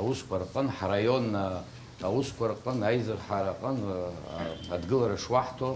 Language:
Abkhazian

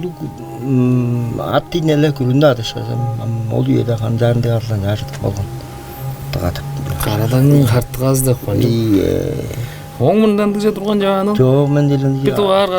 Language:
Tuvinian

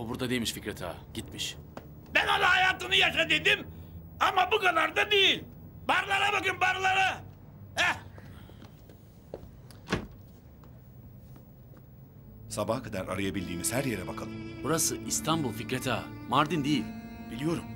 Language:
Turkish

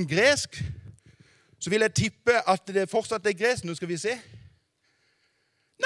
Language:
Norwegian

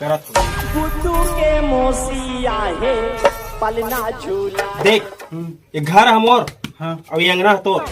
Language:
Chhattisgarhi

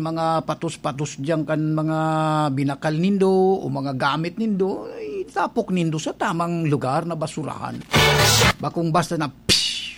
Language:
Bikol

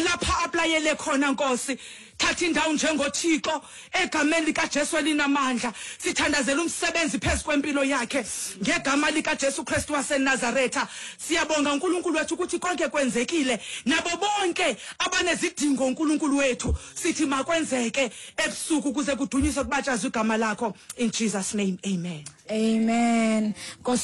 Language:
Xhosa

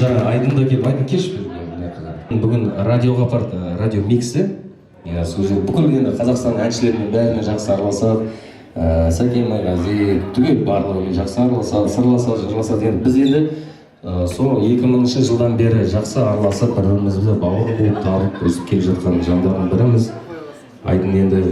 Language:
Kazakh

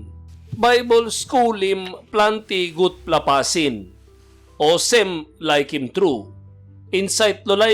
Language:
Tok Pisin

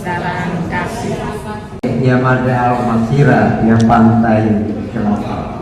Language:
Tetum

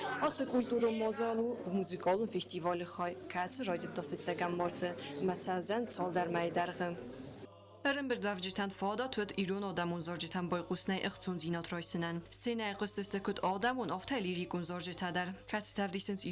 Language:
Ossetic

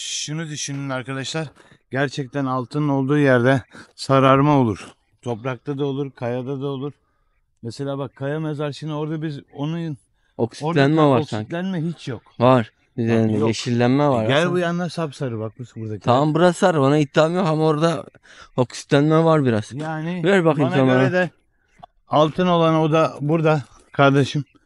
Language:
Turkish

